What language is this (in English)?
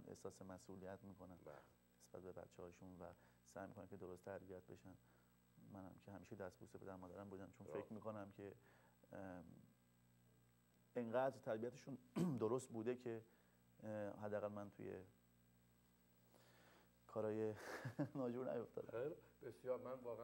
Persian